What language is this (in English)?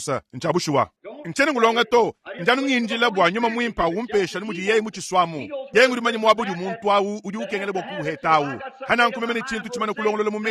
Luba-Lulua